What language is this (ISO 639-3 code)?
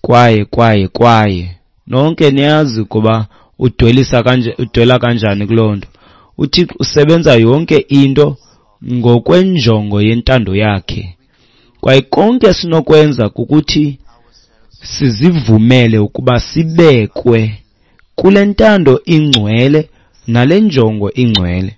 xho